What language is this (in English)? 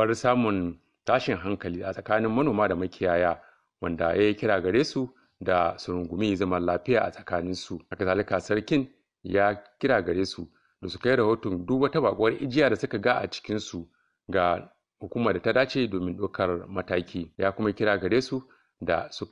Hausa